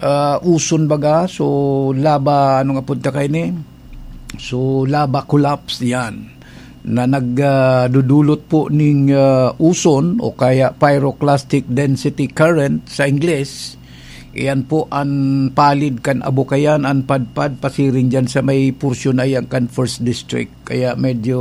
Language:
Bikol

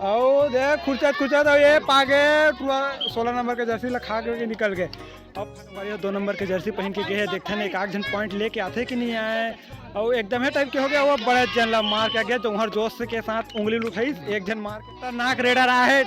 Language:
Chhattisgarhi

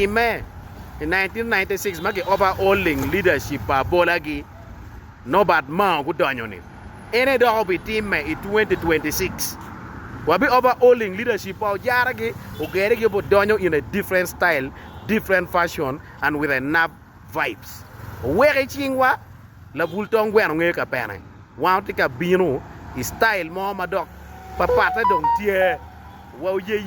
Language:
Acoli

